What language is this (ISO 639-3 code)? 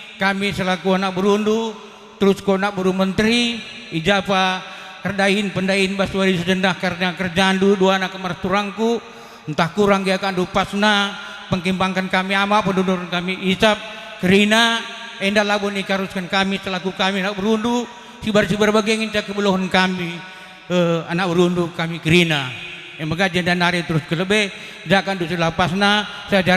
btx